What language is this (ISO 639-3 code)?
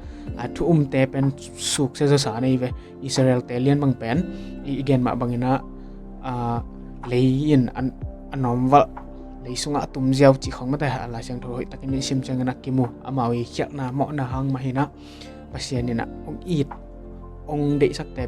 ctd